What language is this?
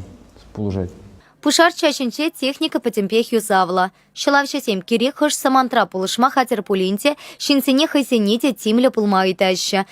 Chuvash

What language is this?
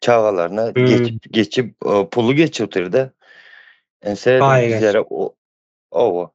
Turkmen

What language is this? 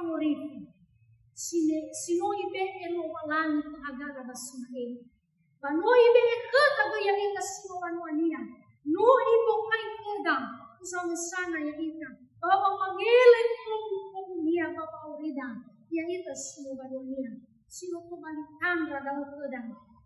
Nias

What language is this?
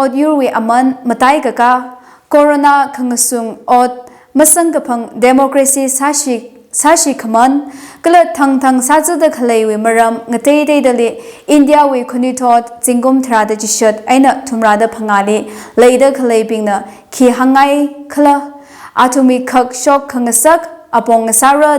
Tangkhul Naga (India)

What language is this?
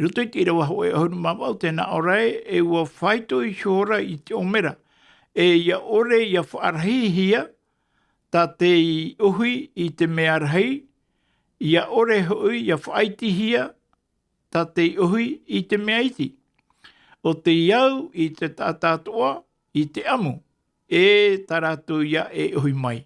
Tahitian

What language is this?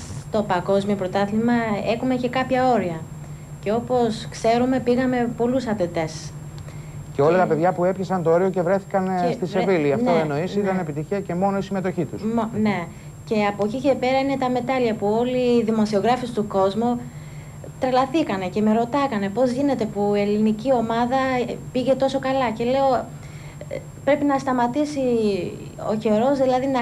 Greek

